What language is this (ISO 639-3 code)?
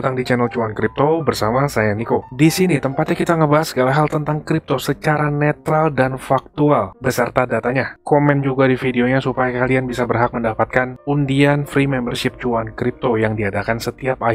ind